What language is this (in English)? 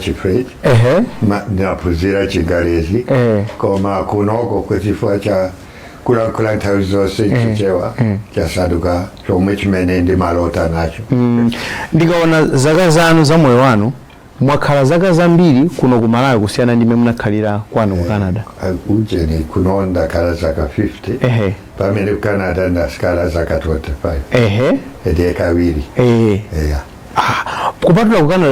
Nyanja